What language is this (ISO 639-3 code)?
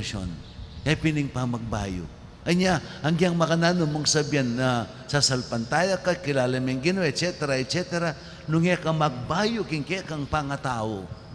pam